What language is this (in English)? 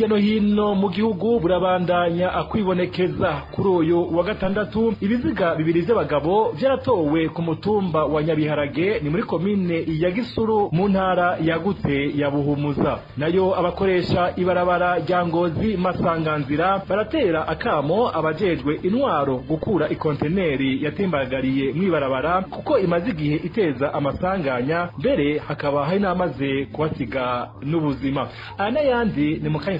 Rundi